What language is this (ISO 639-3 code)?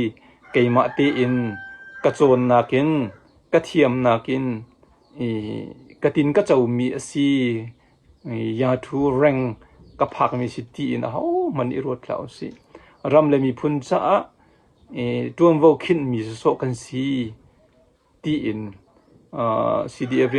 cnh